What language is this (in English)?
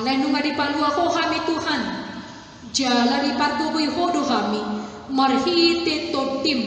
Batak Toba